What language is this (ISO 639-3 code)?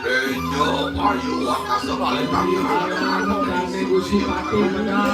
ban